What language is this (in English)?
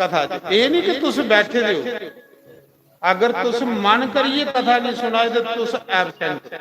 Dogri